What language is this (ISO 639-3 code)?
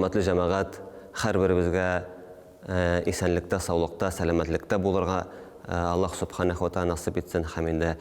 tat